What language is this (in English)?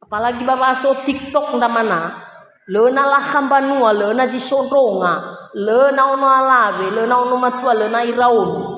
Nias